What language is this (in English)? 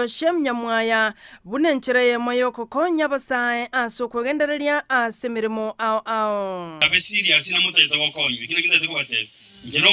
Gusii